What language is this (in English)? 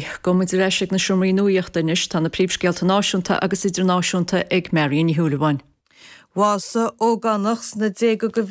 Irish